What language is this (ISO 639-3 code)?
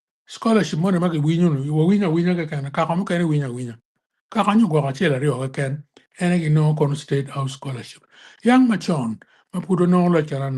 ach